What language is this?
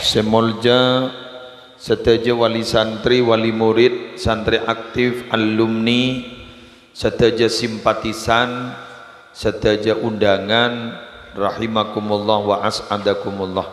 Madurese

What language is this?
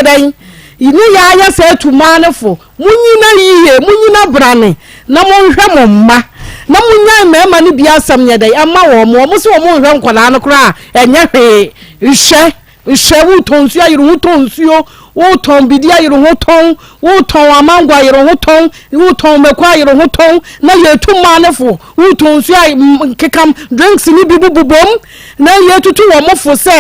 Akan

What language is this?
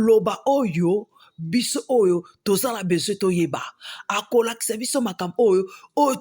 Lingala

